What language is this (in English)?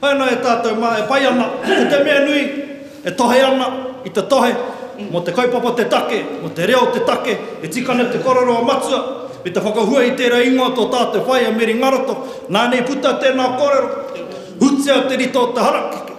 Māori